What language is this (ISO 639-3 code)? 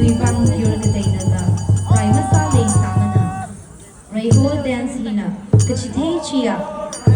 nmf